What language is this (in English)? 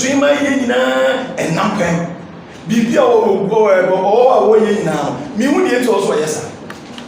Akan